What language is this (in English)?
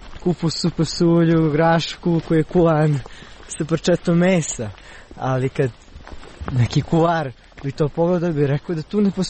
Serbian